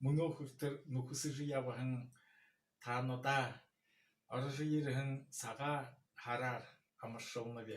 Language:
Buriat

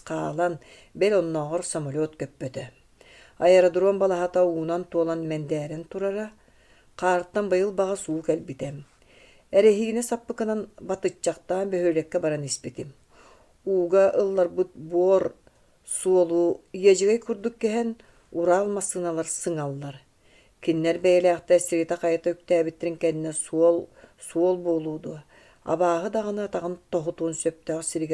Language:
Yakut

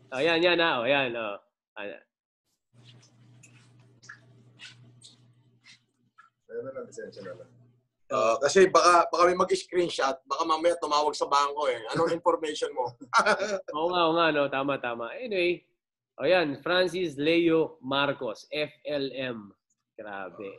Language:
Filipino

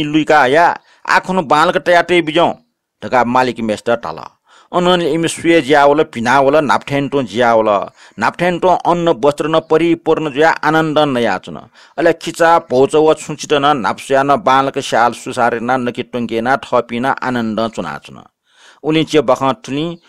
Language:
Newari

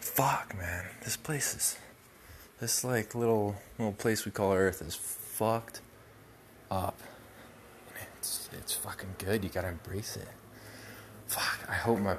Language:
English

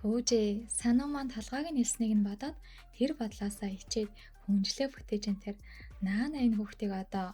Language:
Mongolian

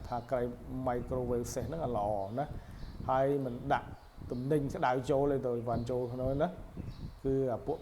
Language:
Khmer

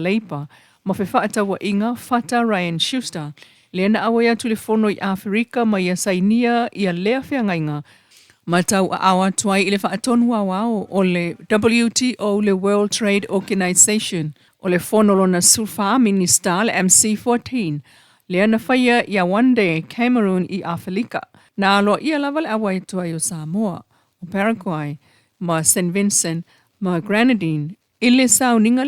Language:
Samoan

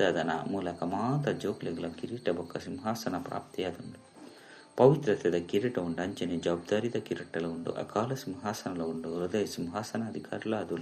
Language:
Tulu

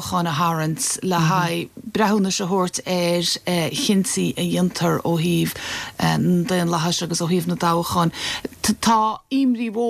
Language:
Irish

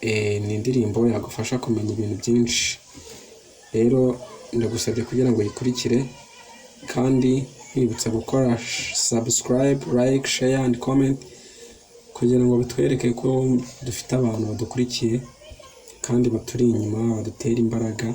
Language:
Kinyarwanda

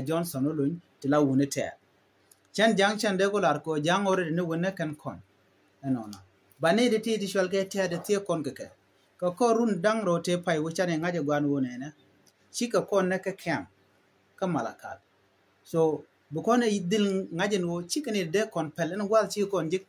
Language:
Nuer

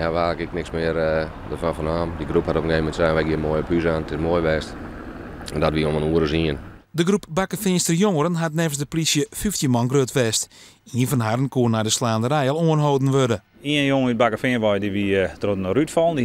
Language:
Western Frisian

